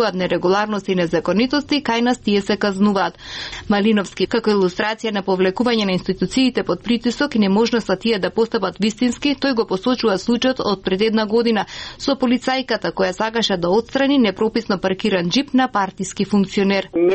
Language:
Macedonian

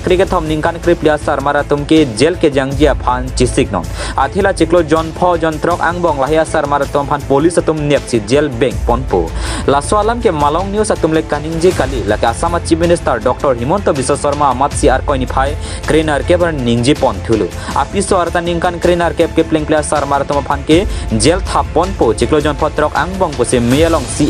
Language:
Karbi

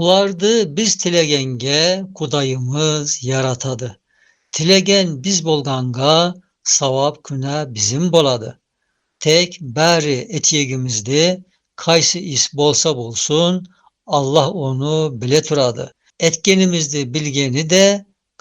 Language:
Tatar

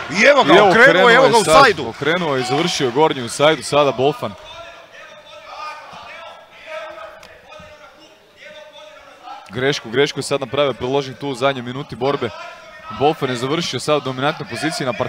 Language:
Croatian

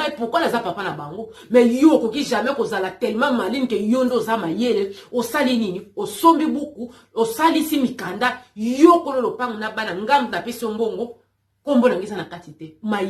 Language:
Lingala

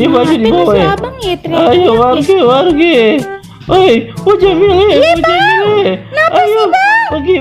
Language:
Betawi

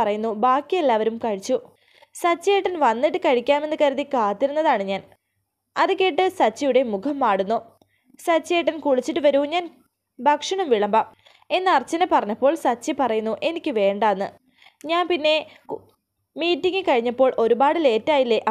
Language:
Malayalam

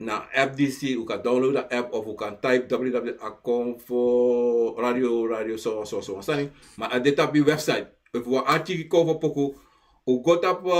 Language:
Sranan Tongo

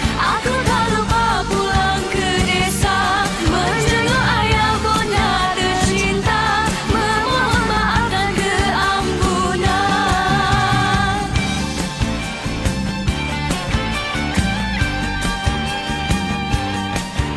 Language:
Malay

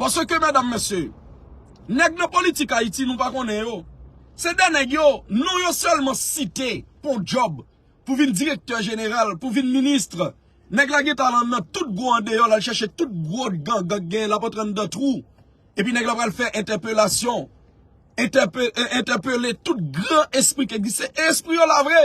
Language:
Haitian Creole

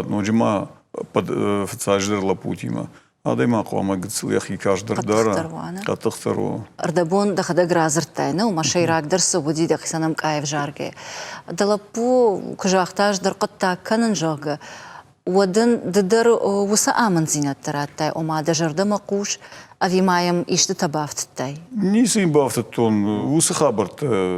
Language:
Ossetic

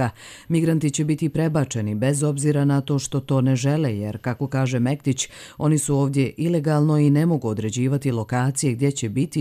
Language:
Bosnian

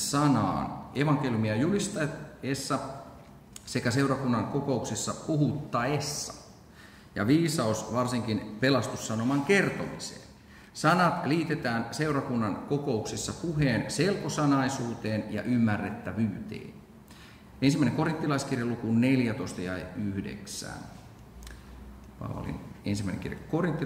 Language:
Finnish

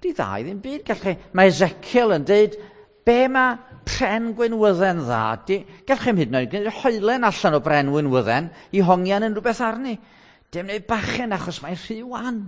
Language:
Welsh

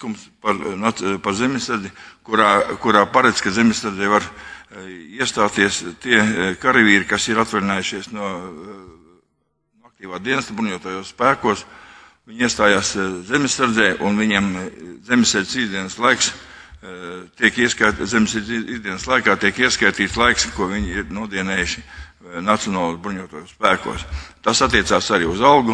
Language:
Latvian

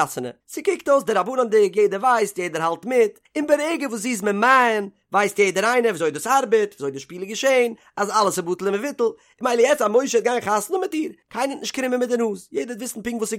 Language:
Yiddish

